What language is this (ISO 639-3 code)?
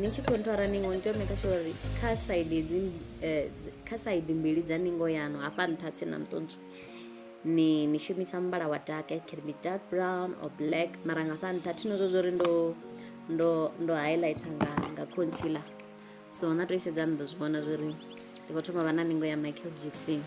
ven